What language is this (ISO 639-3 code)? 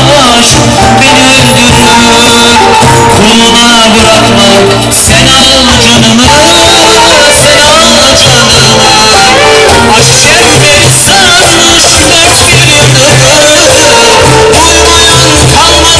tur